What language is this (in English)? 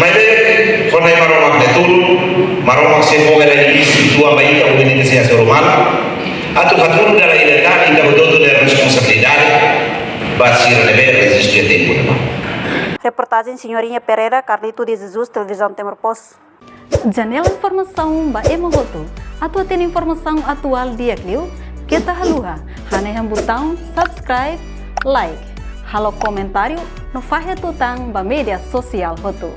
Tetum